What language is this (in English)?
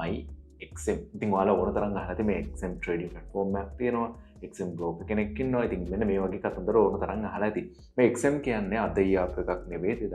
Sinhala